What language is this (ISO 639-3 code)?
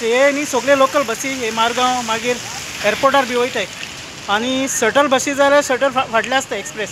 kok